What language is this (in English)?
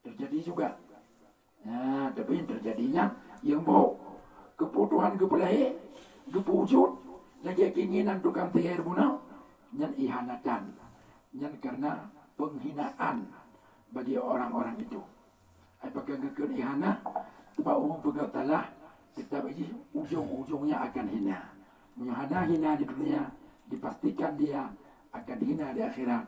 Achinese